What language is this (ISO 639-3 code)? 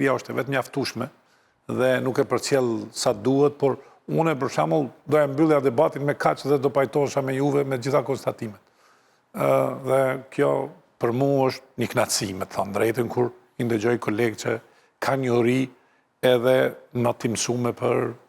sqi